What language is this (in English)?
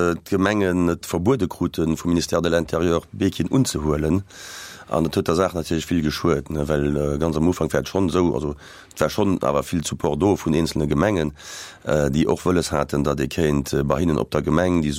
Luxembourgish